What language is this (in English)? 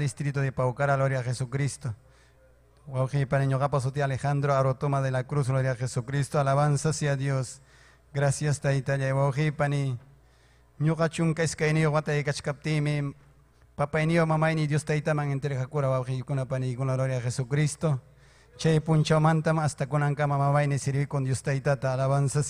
Ayacucho Quechua